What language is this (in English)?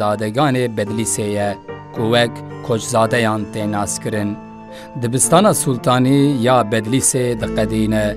Kurdish